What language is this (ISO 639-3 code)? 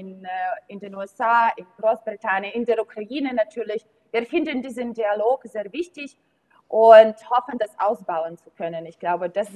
deu